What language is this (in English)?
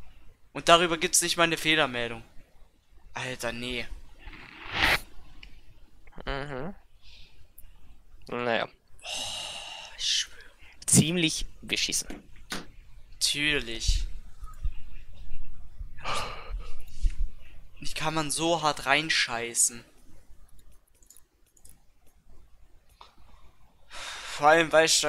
German